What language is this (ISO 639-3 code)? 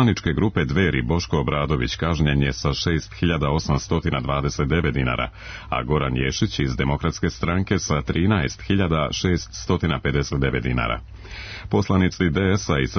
srp